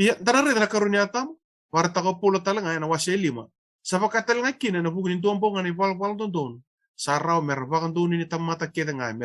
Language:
Fijian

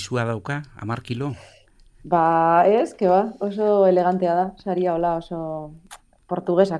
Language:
Basque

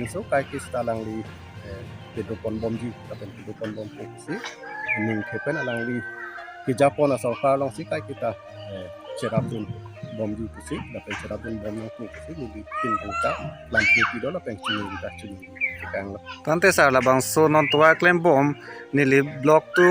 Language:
Karbi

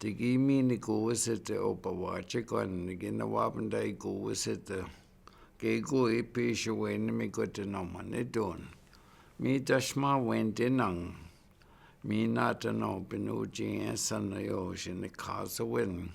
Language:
Chippewa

